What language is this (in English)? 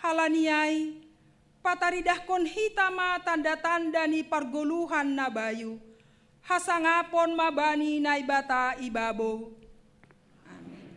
Batak Simalungun